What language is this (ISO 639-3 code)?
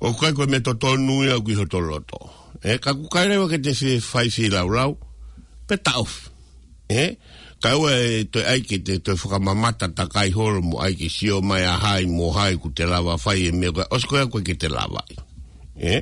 ton